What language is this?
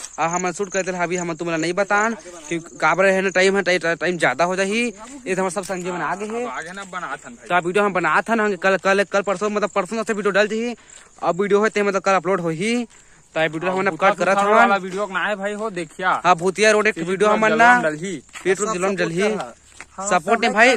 Chhattisgarhi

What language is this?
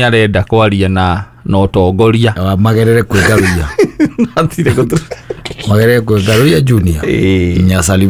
Kikuyu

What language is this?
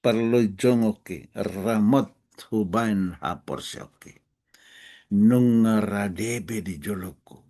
Batak Toba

